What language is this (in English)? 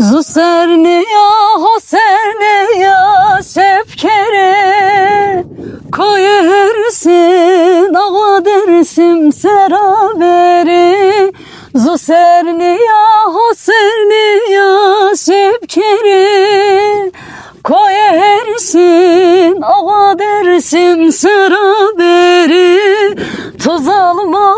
Zaza